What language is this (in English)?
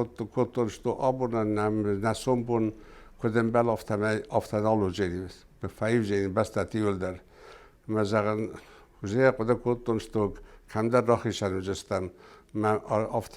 Ossetic